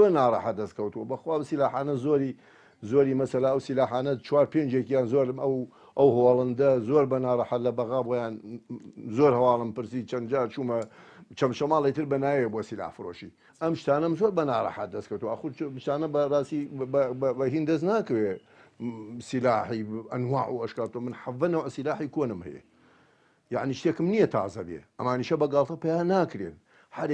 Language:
Central Kurdish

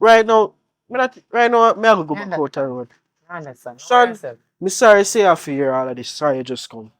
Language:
Jamaican Creole English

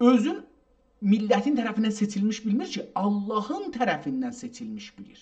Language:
South Azerbaijani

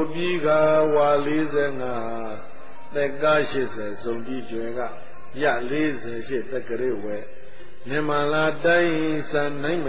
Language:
Burmese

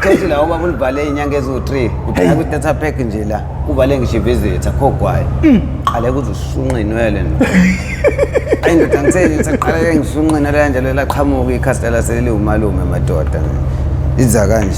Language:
Zulu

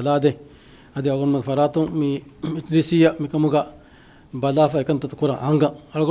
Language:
Divehi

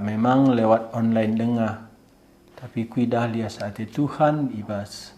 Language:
Batak Karo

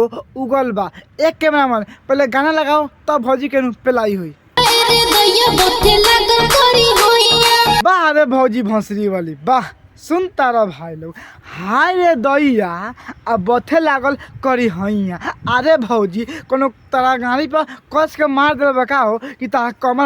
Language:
Bhojpuri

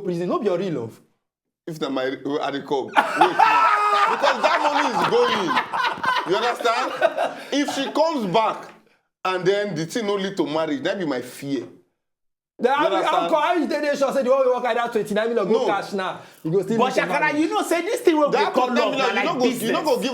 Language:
Nigerian Pidgin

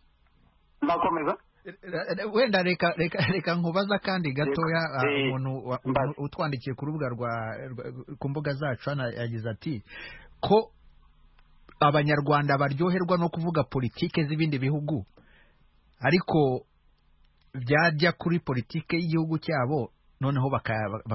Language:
Kinyarwanda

